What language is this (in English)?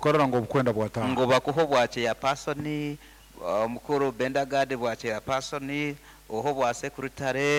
Nyankole